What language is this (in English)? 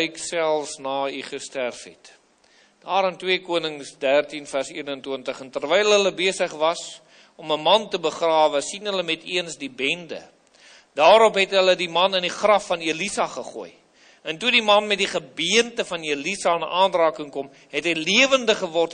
Afrikaans